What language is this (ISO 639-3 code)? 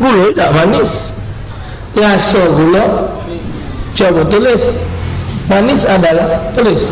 mui